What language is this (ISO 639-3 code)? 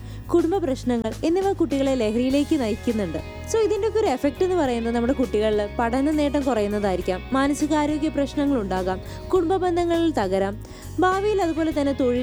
mal